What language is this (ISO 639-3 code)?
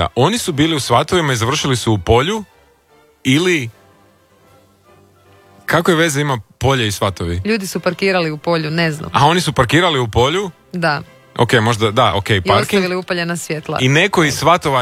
hrv